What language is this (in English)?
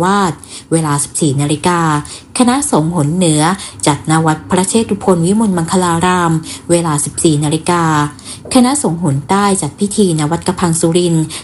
Thai